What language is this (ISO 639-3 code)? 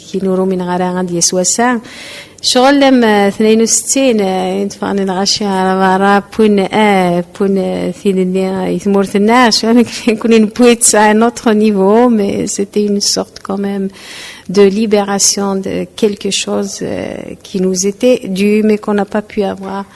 kab